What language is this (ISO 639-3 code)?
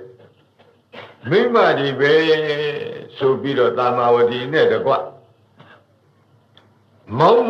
mya